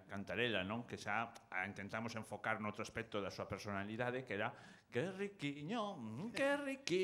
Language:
Galician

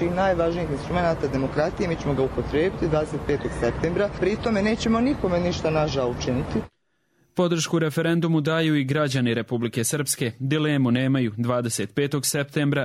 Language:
Croatian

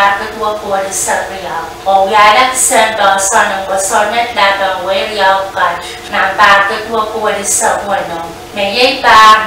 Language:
Pohnpeian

